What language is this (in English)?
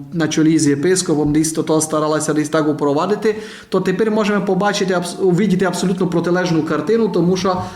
Rusyn